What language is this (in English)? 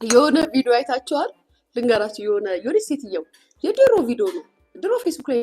Amharic